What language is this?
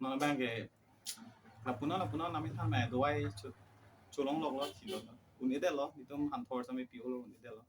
Karbi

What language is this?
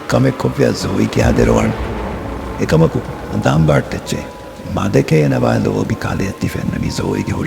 Divehi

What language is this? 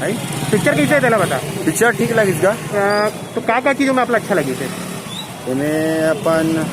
Chhattisgarhi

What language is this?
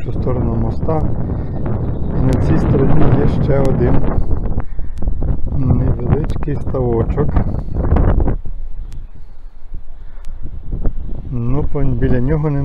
Ukrainian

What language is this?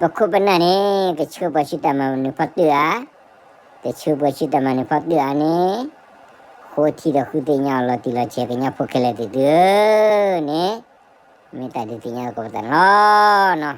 S'gaw Karen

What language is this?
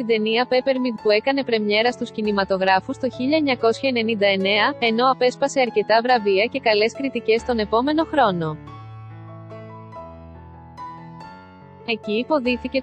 Greek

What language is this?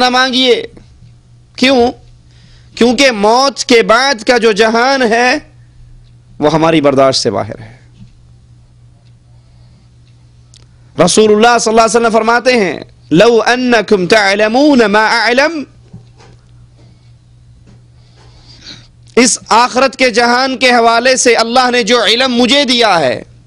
Urdu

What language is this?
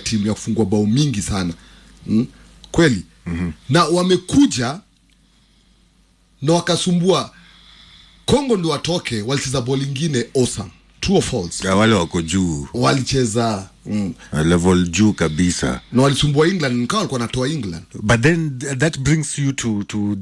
Swahili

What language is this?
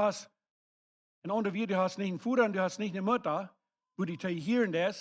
Plautdietsch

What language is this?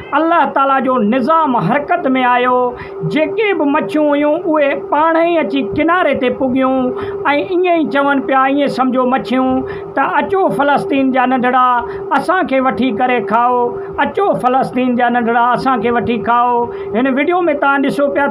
Sindhi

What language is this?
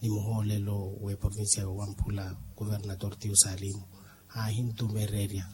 Makhuwa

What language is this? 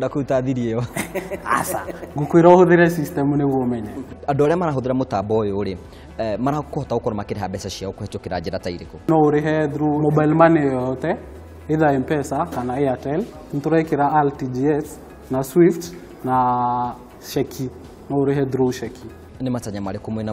Kikuyu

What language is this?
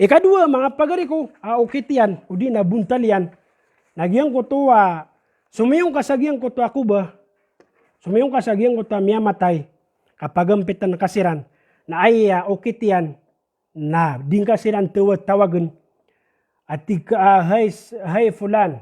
Maranao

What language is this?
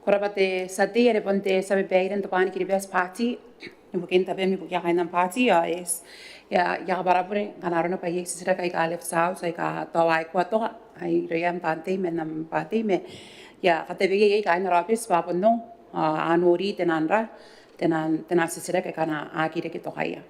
Gilbertese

